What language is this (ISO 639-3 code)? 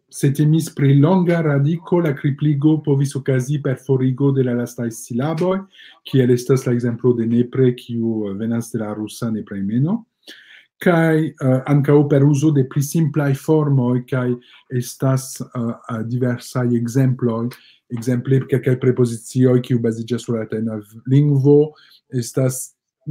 epo